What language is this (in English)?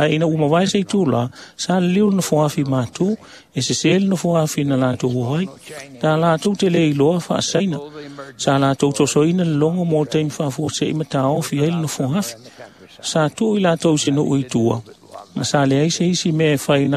Samoan